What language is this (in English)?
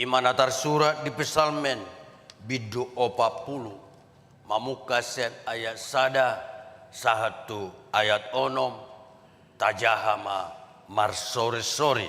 Batak Toba